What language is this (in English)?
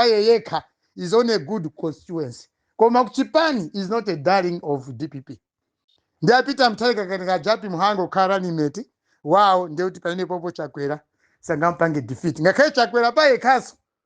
Nyanja